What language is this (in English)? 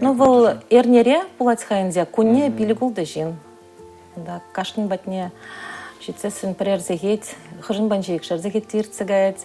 Chuvash